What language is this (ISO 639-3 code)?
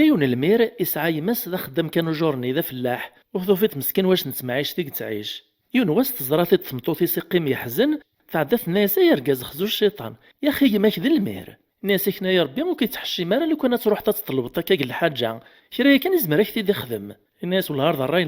kab